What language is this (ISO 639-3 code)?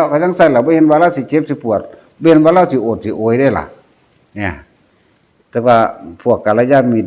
tts